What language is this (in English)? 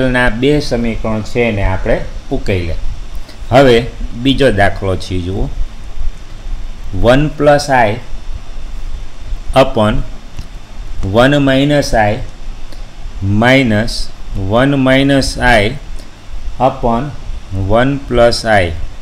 Gujarati